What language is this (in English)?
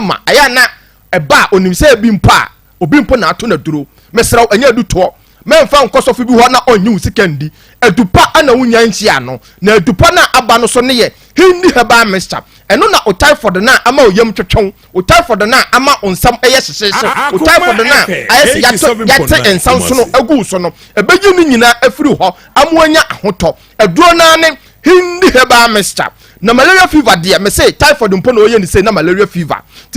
Akan